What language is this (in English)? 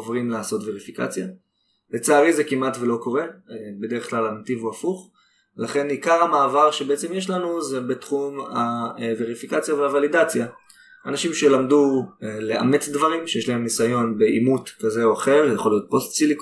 Hebrew